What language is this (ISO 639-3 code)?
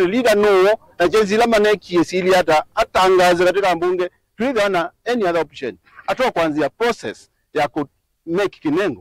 kam